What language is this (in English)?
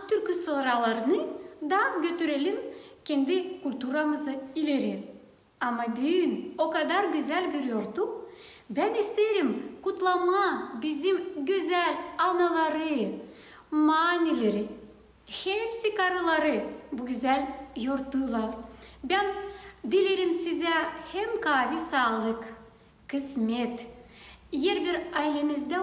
Gagauz